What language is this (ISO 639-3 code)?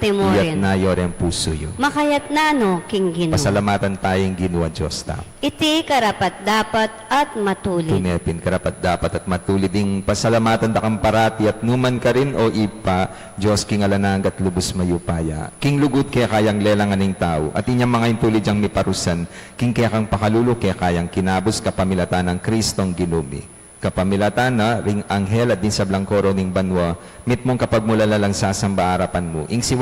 pam